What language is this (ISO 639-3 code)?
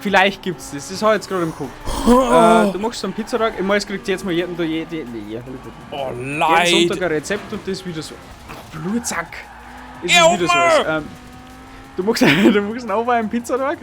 bar